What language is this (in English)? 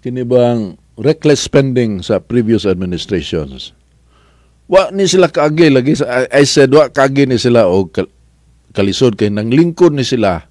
Cebuano